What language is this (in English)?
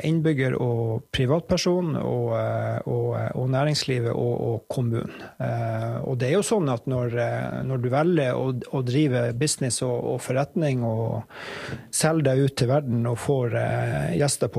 Norwegian